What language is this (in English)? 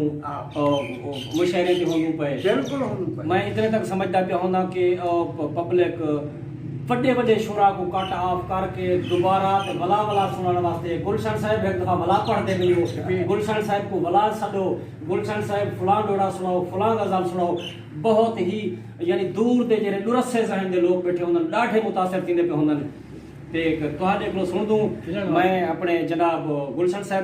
Saraiki